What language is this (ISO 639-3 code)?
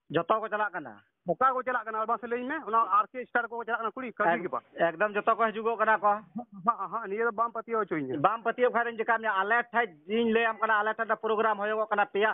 sat